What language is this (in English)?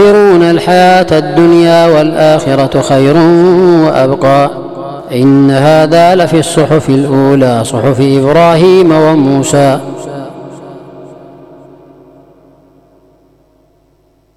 Arabic